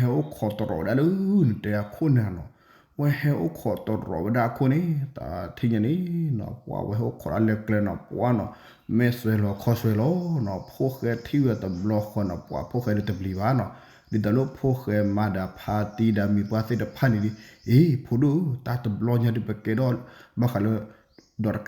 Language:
S'gaw Karen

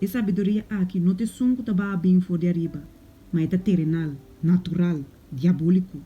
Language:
Papiamento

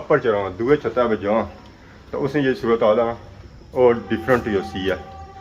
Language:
Pahari-Potwari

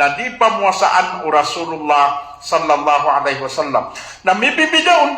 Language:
Maranao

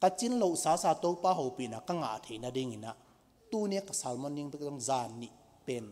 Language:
Tedim Chin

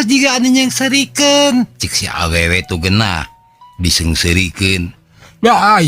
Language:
Sundanese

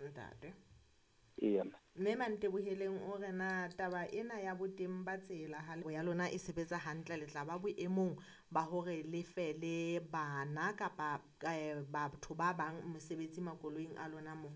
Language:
Southern Sotho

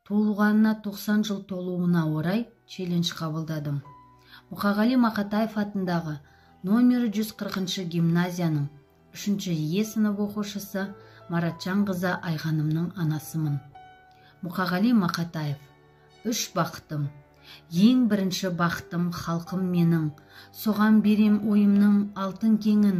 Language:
Kazakh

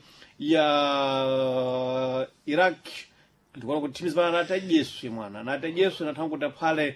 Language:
Sena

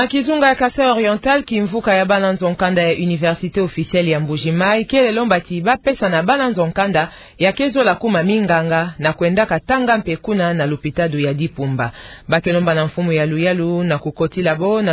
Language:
Kituba (Democratic Republic of Congo)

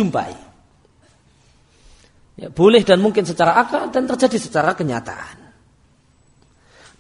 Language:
Indonesian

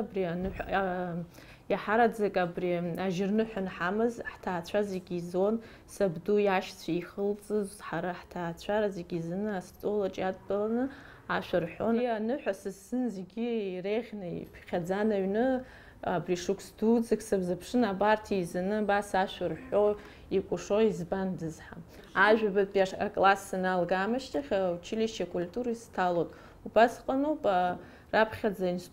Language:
Abkhazian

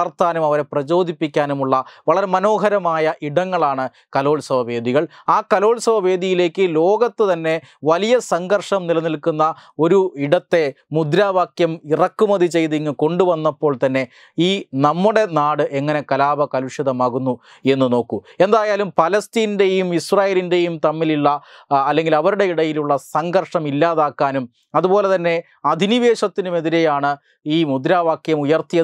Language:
Malayalam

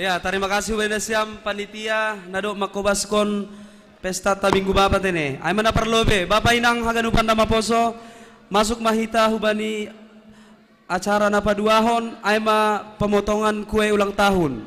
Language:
Batak Simalungun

